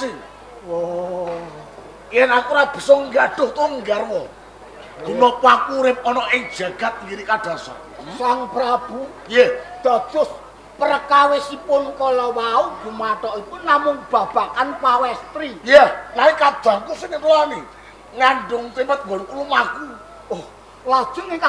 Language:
Javanese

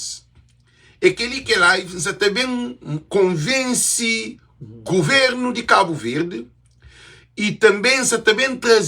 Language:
Kabuverdianu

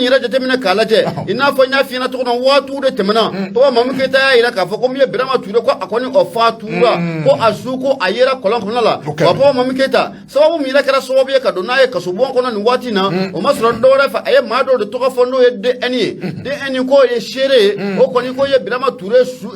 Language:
Bambara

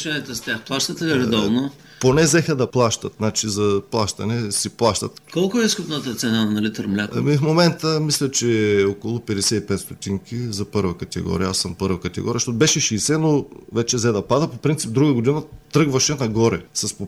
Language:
Bulgarian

